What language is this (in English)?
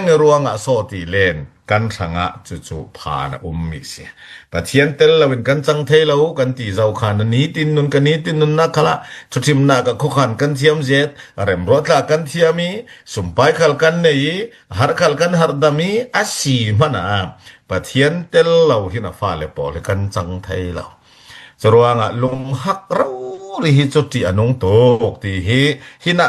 Falam Chin